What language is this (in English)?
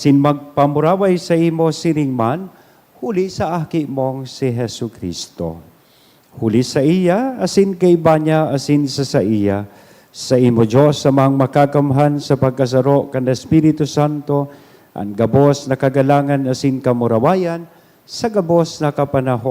Bikol